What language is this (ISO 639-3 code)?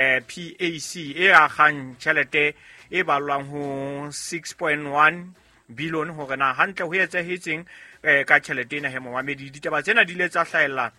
sot